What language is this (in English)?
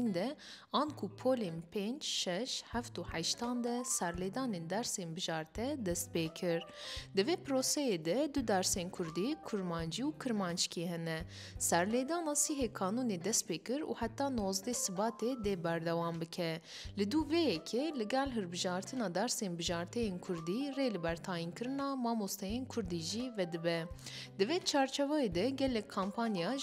Kurdish